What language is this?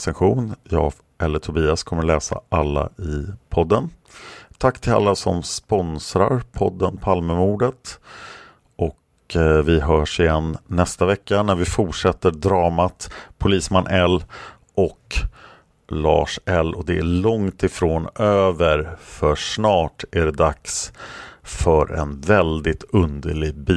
Swedish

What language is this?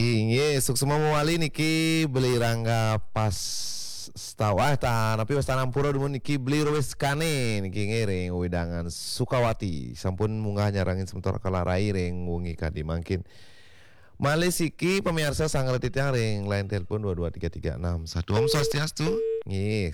Balinese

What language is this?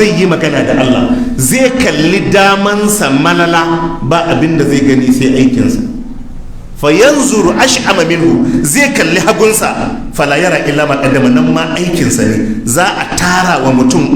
Hausa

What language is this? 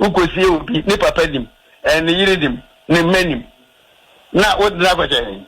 Akan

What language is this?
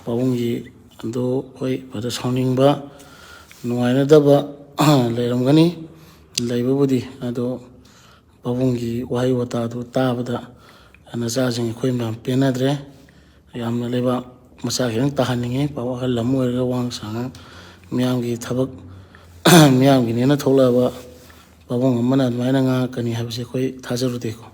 Manipuri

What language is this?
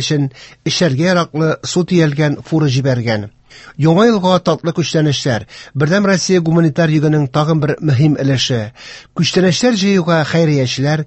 Tatar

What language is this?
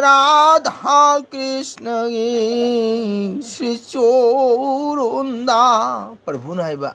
Manipuri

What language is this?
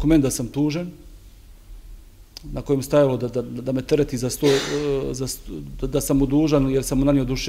Bosnian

